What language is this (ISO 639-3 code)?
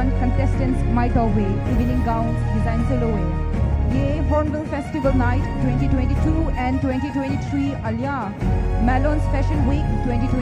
pmx